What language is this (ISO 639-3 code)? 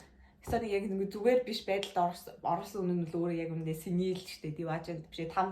mon